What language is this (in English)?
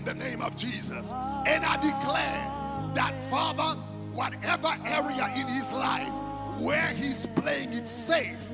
Haitian Creole